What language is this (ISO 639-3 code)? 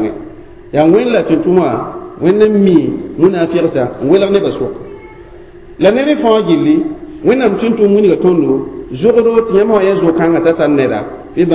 mos